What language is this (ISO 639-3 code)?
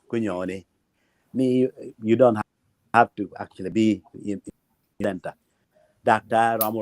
ach